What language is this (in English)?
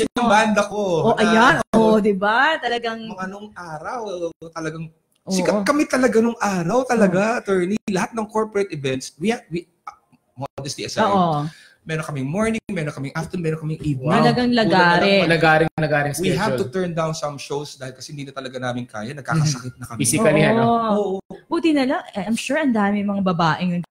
Filipino